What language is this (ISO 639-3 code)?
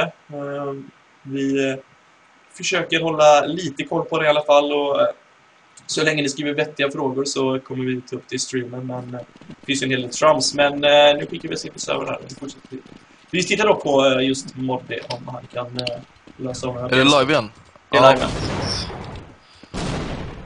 swe